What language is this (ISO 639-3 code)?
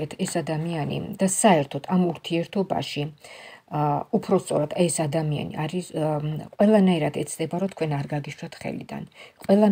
kat